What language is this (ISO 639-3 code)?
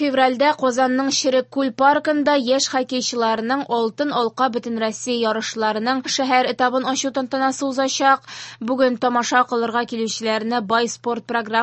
tat